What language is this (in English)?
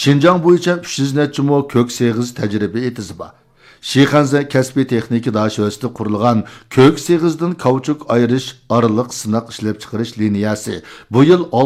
Uyghur